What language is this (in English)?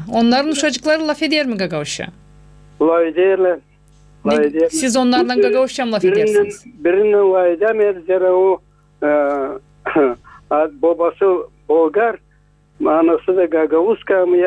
Gagauz